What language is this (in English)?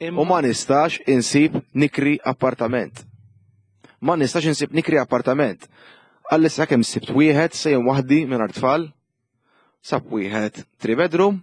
Maltese